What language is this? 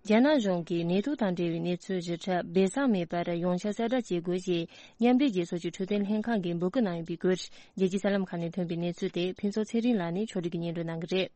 Tibetan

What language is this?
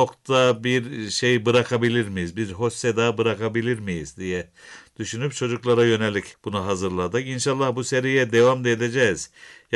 Turkish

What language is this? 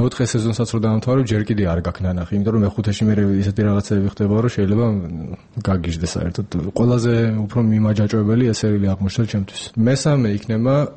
Georgian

